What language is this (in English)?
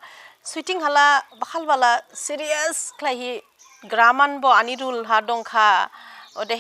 Dimasa